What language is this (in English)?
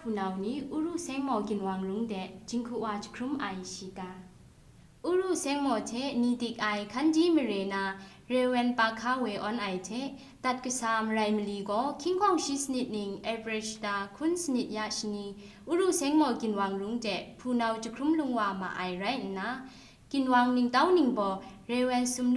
Kachin